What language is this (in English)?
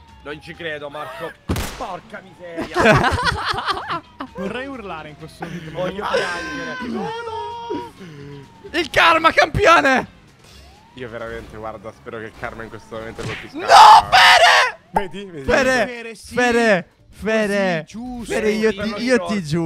Italian